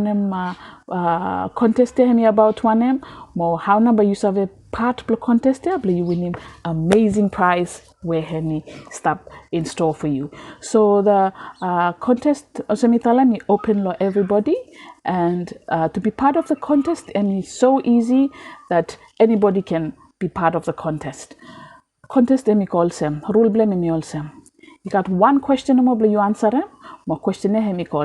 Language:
Bislama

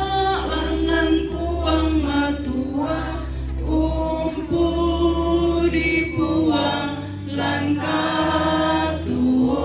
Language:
Toraja-Sa'dan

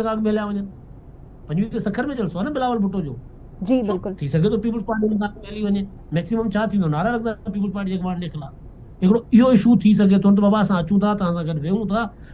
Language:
Sindhi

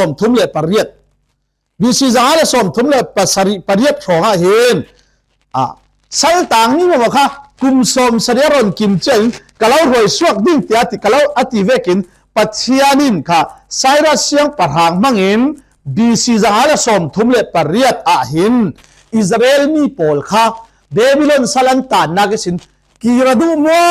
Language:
Falam Chin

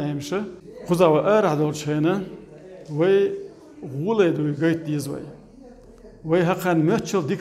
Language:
Chechen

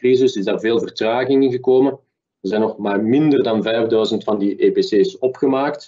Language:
Dutch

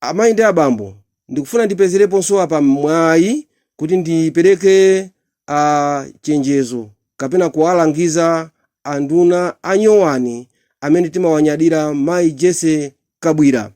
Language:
Nyanja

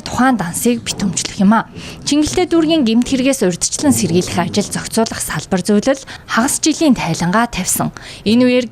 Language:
Mongolian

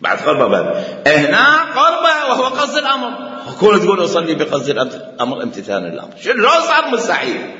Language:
Mesopotamian Arabic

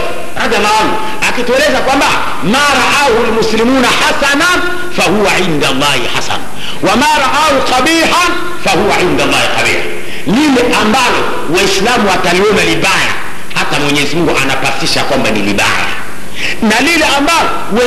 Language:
Swahili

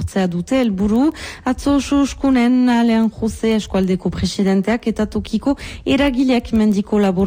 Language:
Basque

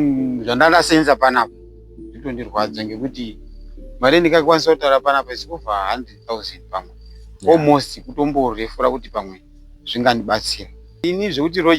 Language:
Shona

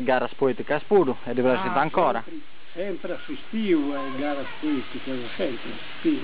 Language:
Sardinian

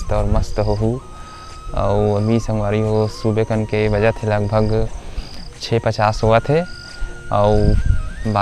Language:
Chhattisgarhi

